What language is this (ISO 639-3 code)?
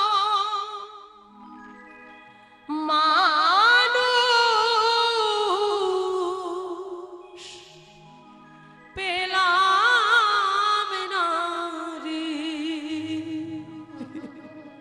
ben